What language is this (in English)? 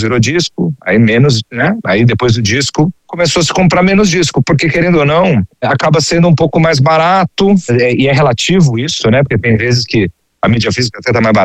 Portuguese